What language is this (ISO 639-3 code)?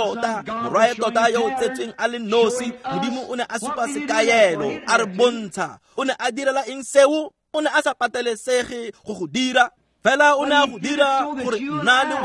tsn